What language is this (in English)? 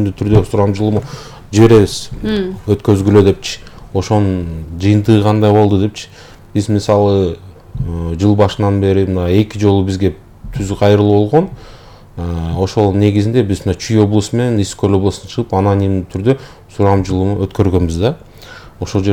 Kyrgyz